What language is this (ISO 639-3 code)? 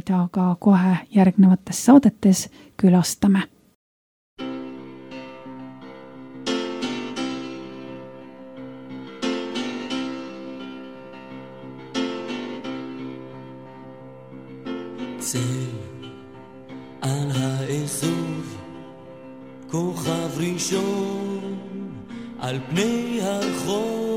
est